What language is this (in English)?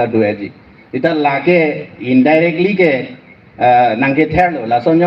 Karbi